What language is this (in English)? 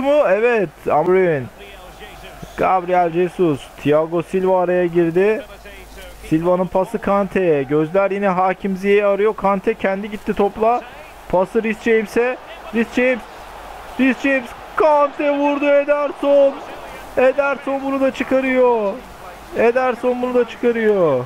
Turkish